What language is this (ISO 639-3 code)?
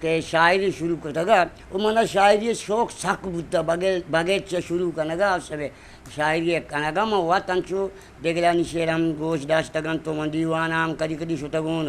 bgp